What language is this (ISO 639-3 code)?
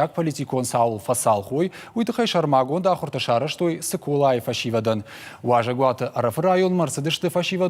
oss